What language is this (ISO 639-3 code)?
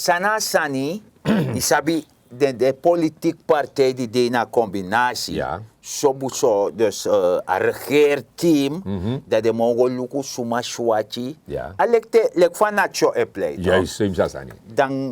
srn